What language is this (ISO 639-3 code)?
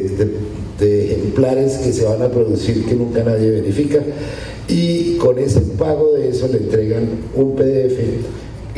spa